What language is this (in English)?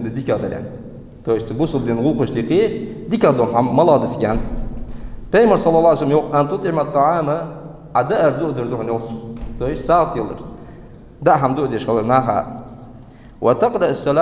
Ingush